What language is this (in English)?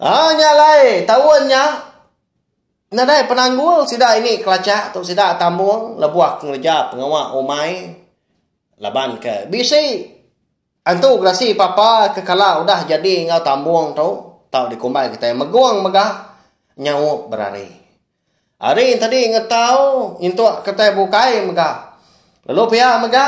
Iban